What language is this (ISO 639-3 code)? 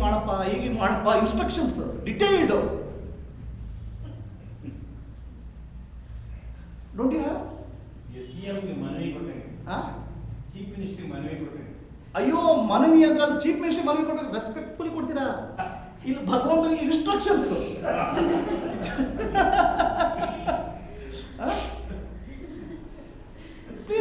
kan